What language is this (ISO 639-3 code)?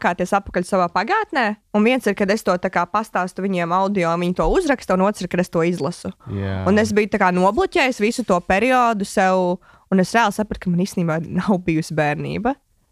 lav